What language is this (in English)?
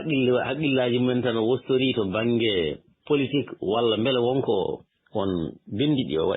Fula